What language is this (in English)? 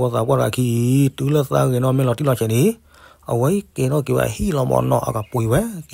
S'gaw Karen